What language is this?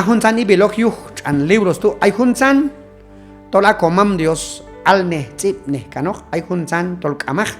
Q'anjob'al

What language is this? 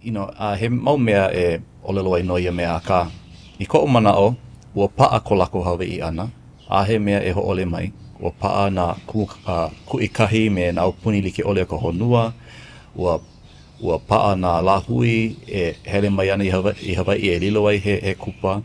Hawaiian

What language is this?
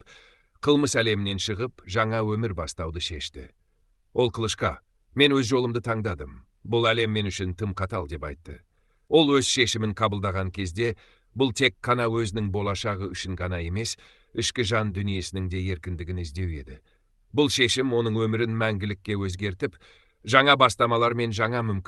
Kazakh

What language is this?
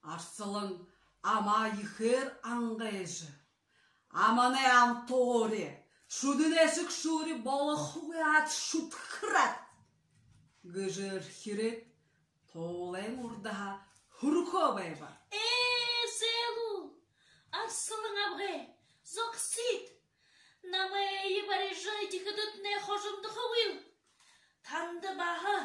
Buriat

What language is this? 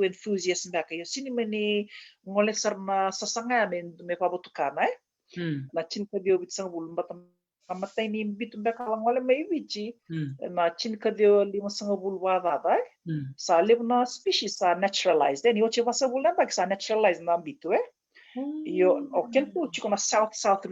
Fijian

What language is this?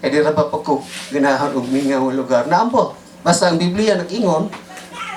Cebuano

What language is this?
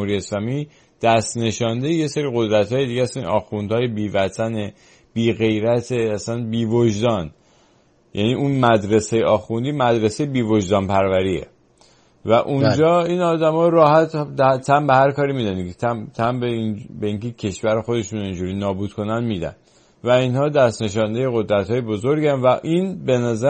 Persian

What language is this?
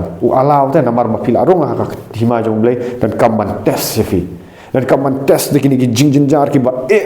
Khasi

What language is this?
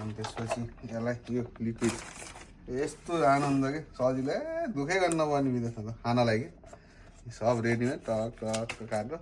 Nepali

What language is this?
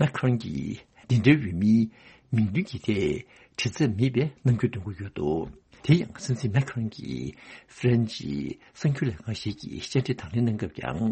Tibetan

